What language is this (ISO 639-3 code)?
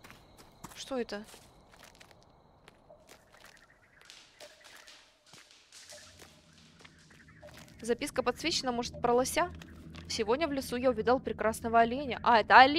rus